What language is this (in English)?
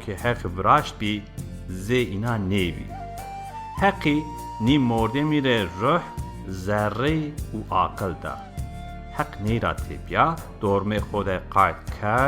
Zaza